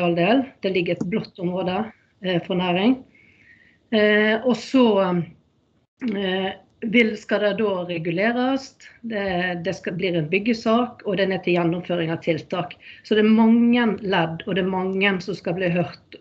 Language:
Norwegian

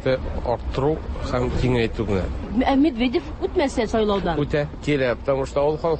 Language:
Tatar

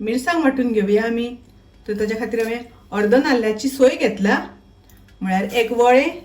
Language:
Konkani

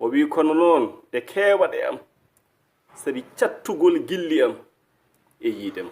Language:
Fula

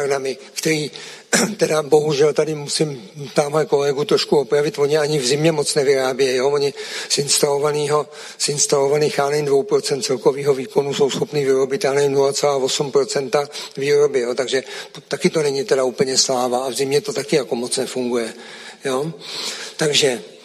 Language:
Czech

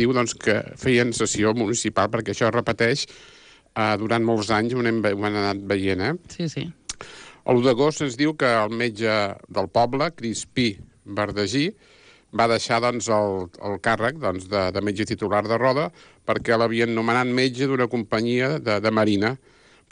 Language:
Catalan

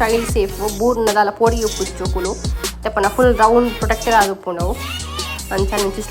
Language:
Tulu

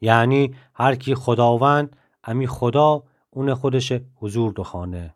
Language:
Gilaki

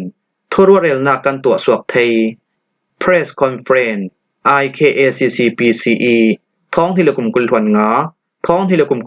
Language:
Falam Chin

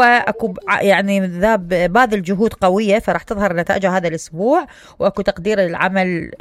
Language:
Mesopotamian Arabic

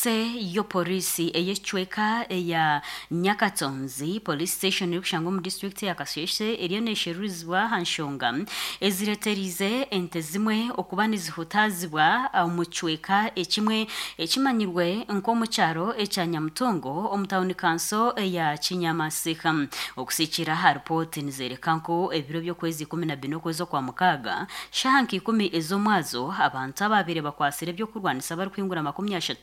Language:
Nyankole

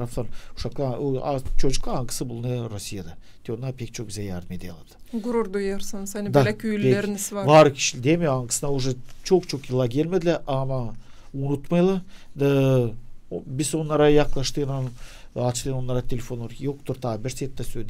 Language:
Gagauz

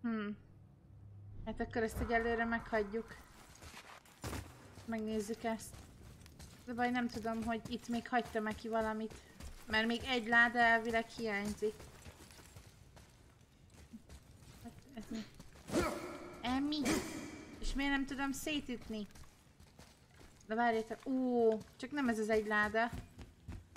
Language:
Hungarian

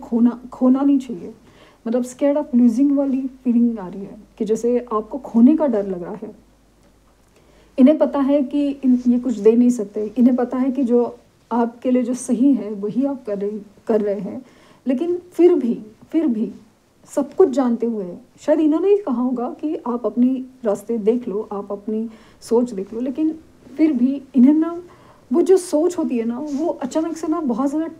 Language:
Hindi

